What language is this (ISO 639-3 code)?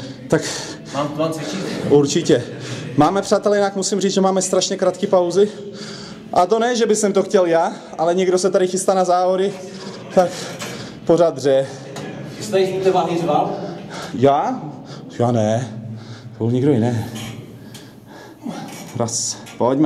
ces